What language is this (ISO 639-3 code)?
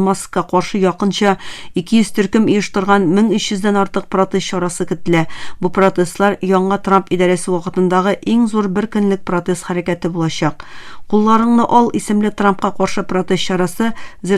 tat